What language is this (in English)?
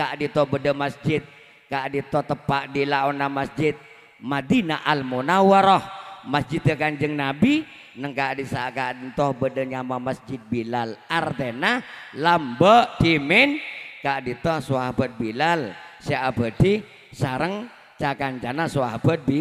Madurese